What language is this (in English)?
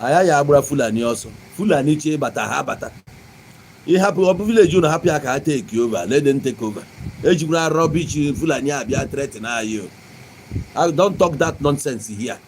Igbo